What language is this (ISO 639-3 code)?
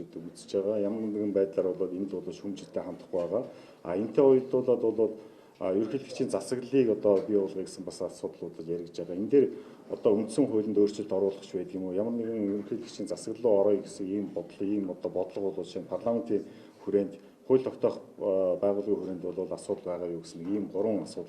mon